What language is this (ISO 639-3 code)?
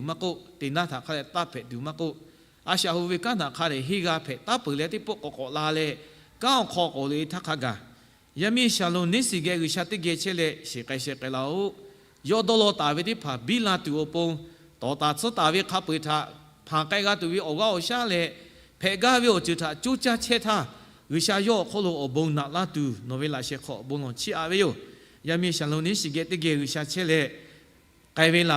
lhu